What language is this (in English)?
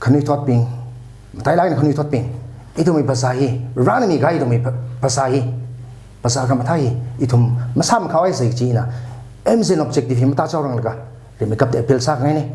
Tangkhul Naga (India)